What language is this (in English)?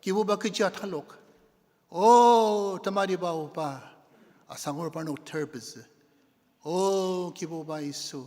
Ao Naga